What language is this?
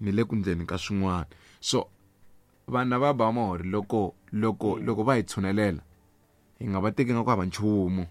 Tsonga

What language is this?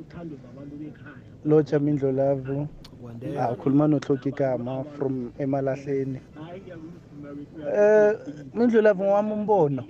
South Ndebele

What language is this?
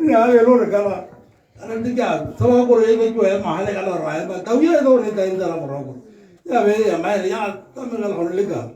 Tswana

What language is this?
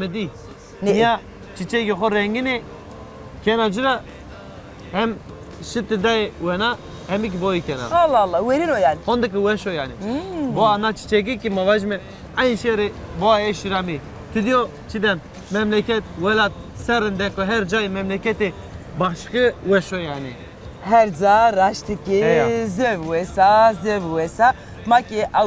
Zaza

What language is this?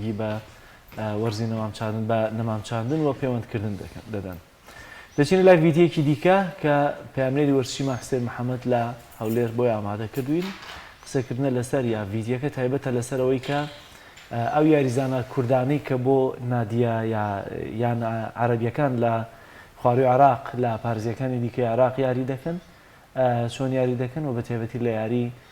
Central Kurdish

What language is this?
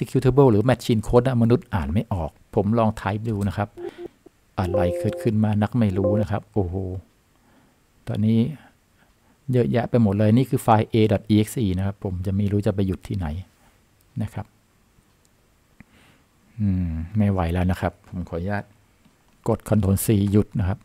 Thai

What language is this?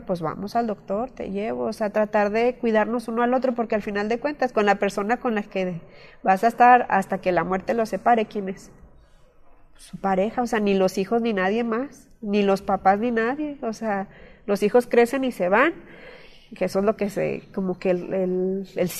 Spanish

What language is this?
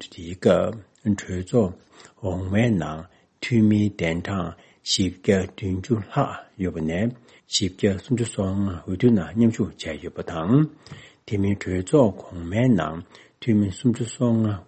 Tibetan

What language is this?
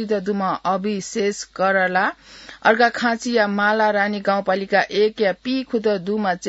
Newari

